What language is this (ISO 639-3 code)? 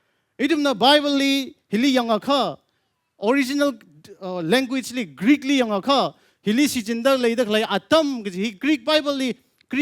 nmf